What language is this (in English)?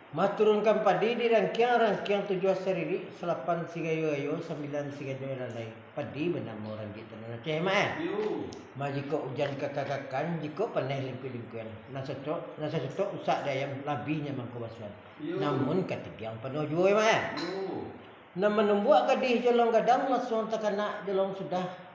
Minangkabau